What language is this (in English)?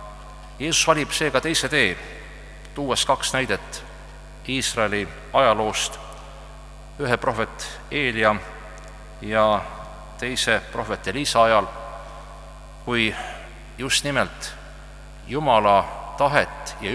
Estonian